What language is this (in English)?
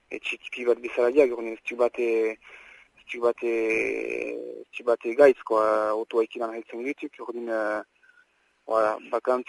Basque